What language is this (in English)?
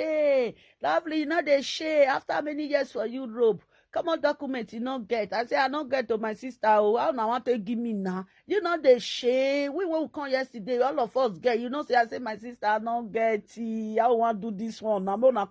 Nigerian Pidgin